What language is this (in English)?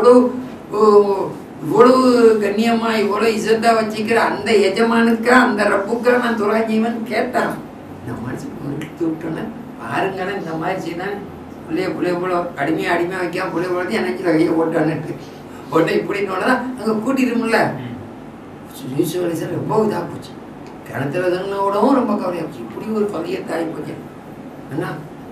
Tamil